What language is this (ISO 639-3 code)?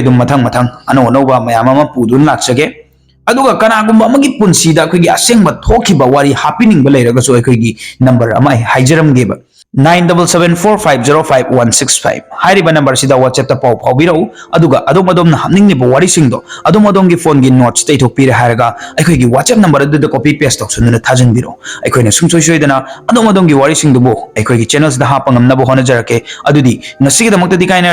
mni